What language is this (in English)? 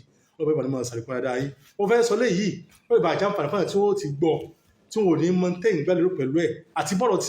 Yoruba